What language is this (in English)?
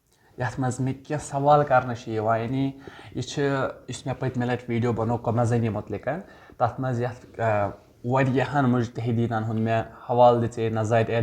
Kashmiri